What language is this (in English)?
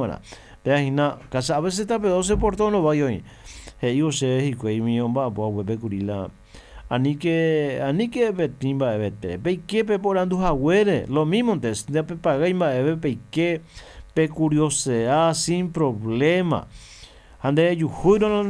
Guarani